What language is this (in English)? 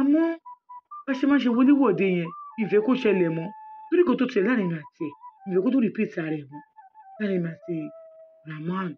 Yoruba